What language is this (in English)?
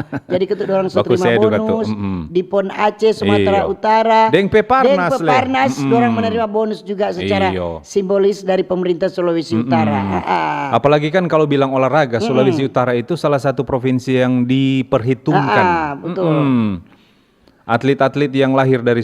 Manado Malay